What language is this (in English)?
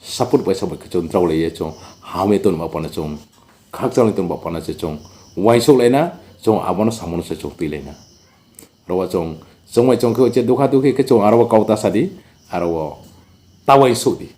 Riang (India)